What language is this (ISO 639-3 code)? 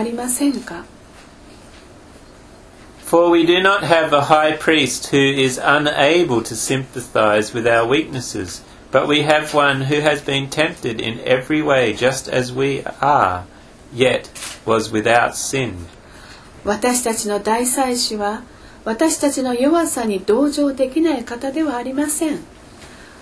jpn